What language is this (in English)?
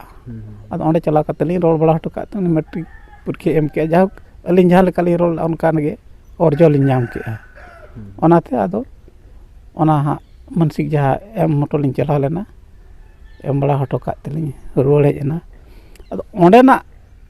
Santali